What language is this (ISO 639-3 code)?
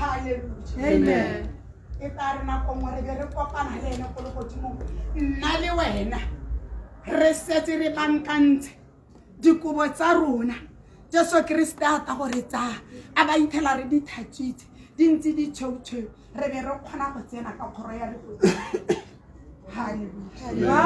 tsn